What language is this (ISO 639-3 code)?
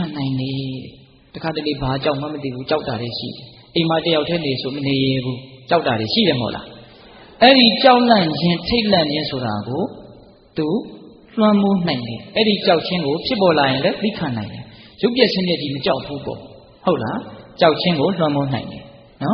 mya